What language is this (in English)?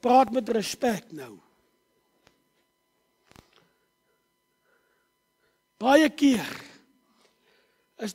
Afrikaans